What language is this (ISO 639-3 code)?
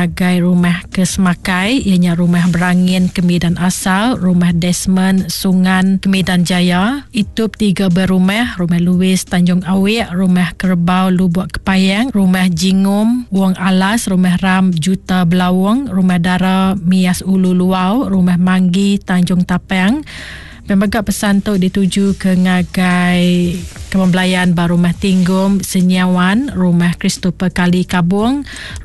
iba